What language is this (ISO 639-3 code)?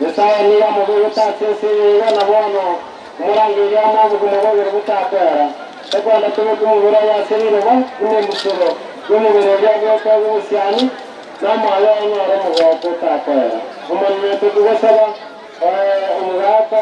guz